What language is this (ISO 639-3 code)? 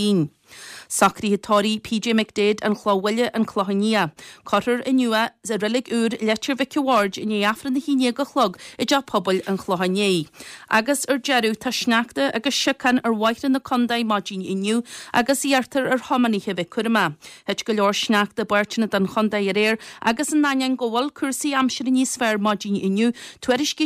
gle